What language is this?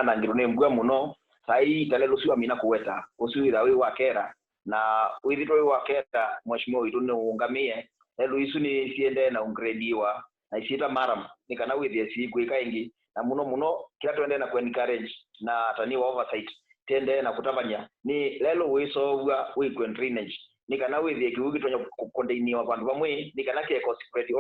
Kamba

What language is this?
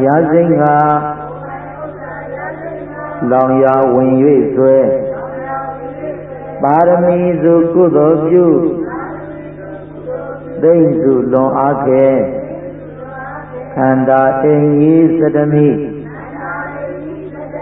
Burmese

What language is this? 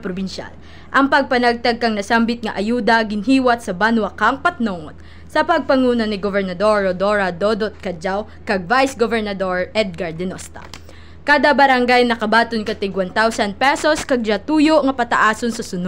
Kinaray-a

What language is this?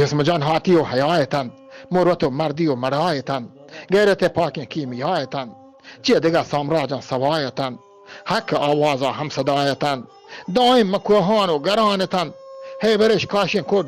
Eastern Balochi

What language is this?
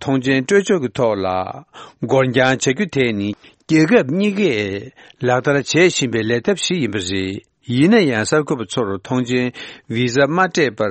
Tibetan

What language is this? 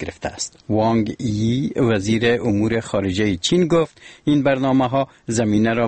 Persian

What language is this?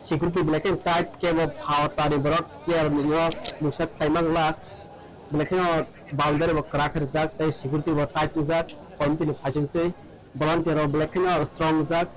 Kok Borok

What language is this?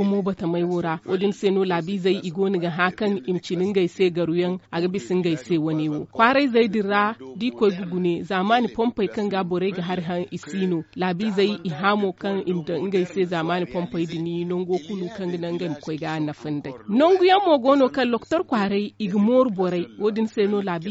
Zarma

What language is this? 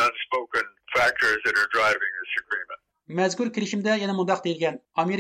Uyghur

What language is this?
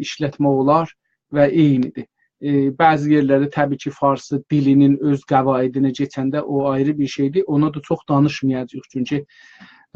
South Azerbaijani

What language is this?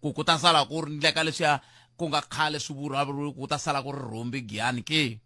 Tsonga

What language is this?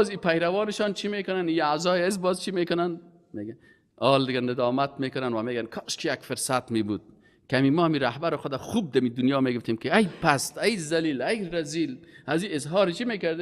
Persian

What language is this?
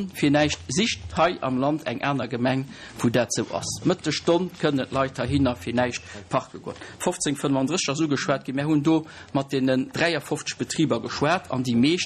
Luxembourgish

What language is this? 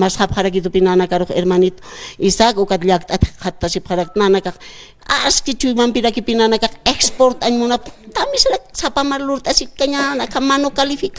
Aymara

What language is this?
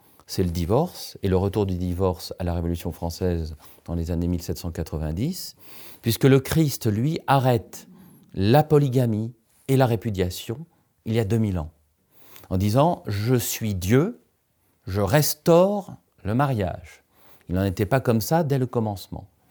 French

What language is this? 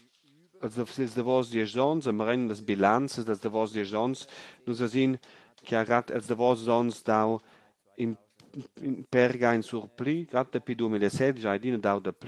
Romansh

